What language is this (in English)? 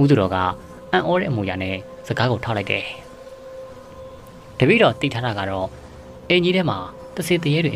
Burmese